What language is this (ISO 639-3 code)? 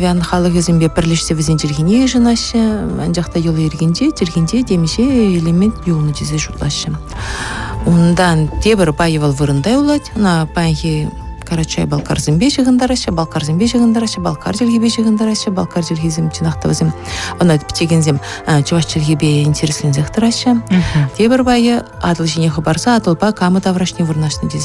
chv